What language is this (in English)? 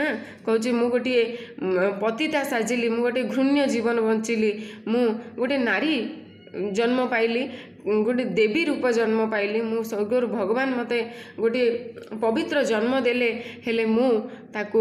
Odia